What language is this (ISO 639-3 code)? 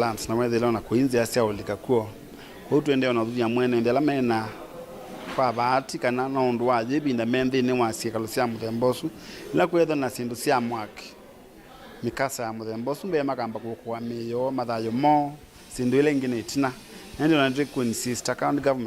kam